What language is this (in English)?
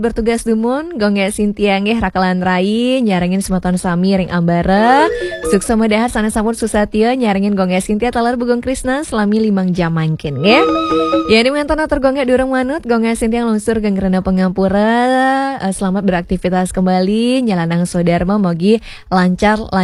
Balinese